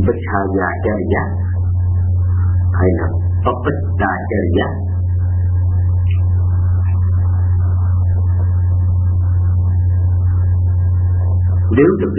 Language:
Vietnamese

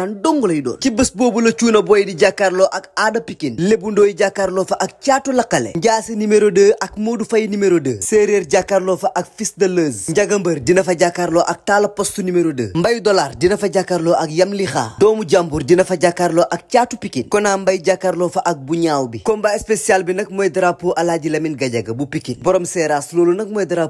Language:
Wolof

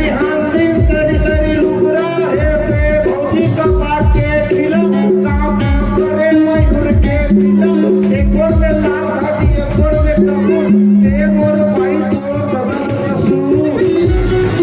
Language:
Chhattisgarhi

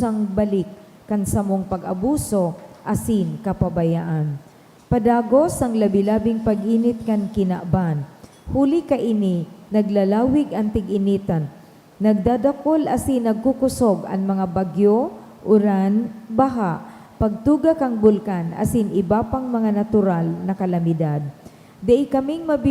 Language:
Bikol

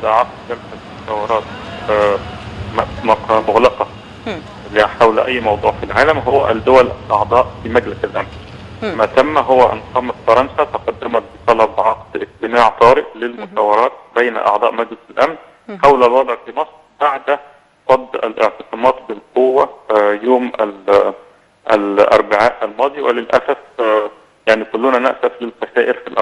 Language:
Egyptian Arabic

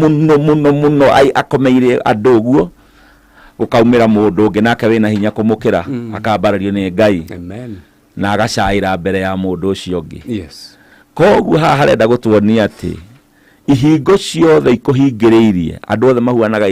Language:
Kikuyu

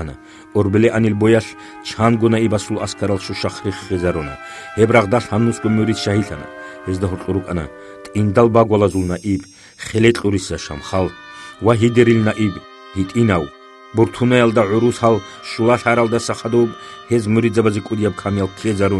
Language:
Avaric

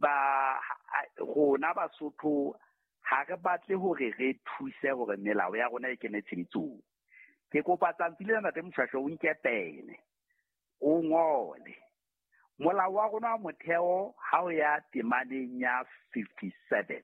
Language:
Southern Sotho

